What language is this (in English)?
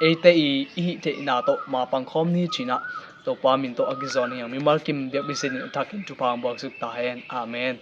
Tedim Chin